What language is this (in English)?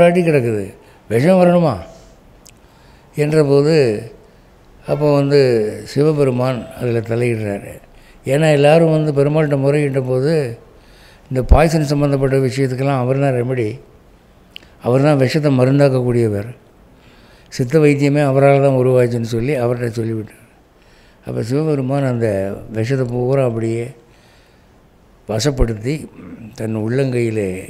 Tamil